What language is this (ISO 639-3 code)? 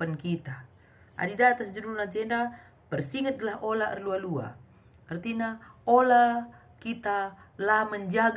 btx